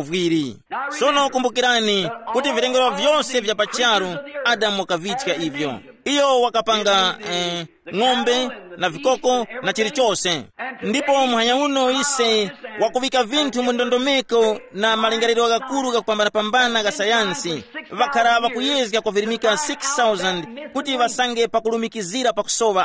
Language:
Tumbuka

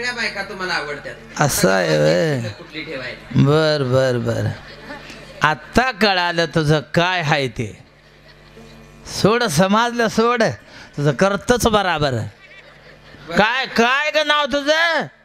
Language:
Marathi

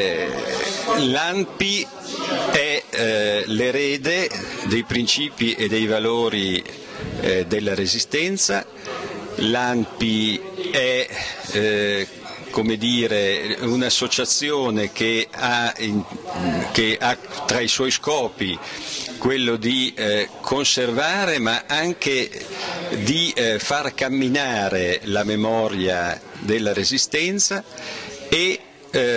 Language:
Italian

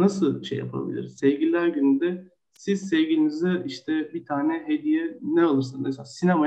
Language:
Turkish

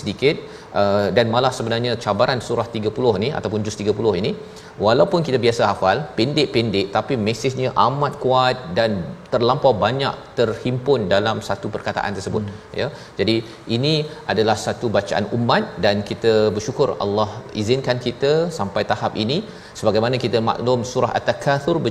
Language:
Malay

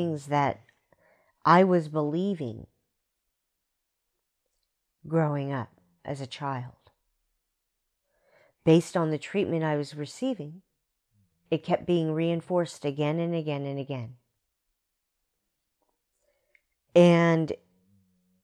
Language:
English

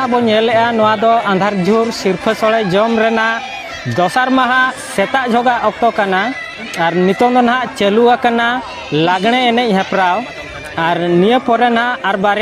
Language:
Santali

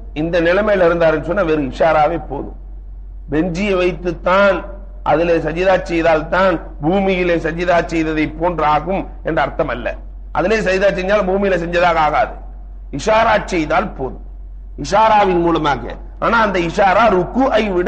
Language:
Tamil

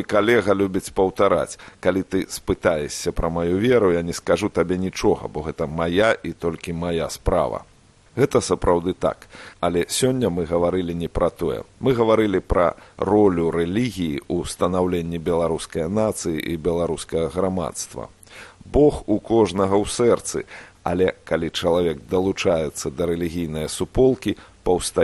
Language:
Belarusian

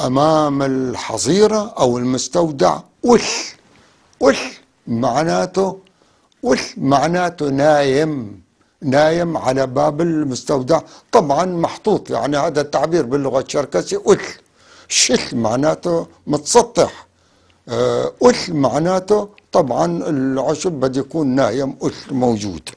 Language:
North Levantine Arabic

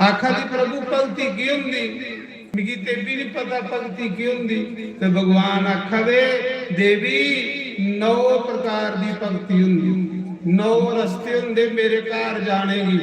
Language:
Dogri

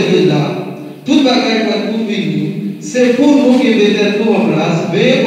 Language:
Haitian Creole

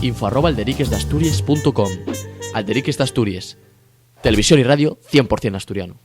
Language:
Asturian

